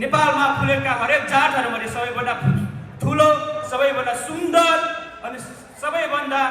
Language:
Nepali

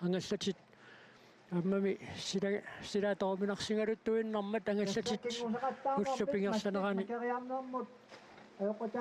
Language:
Kalaallisut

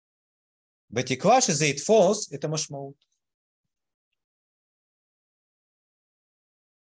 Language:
Hebrew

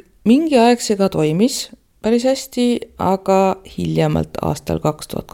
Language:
Estonian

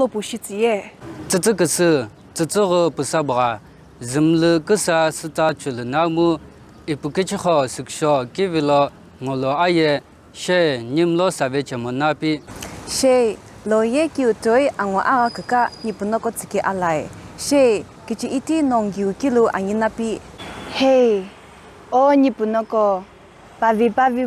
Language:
Sumi Naga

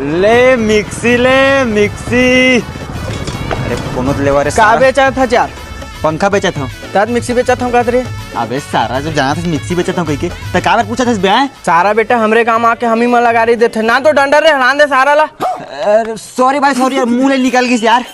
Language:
Chhattisgarhi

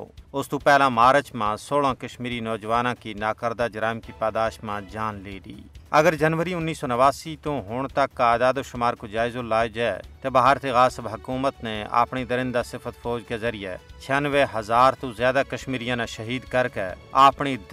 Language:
Gujari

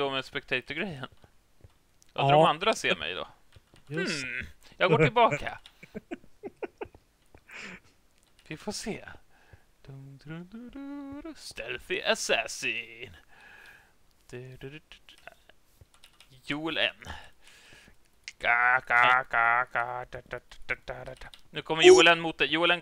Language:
Swedish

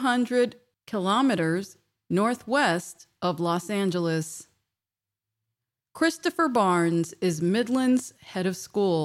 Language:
English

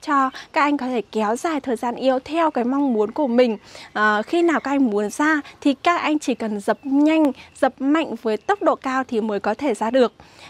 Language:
Vietnamese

